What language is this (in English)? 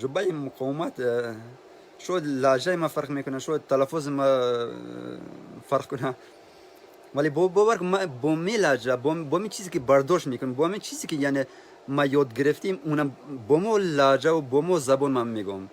Tajik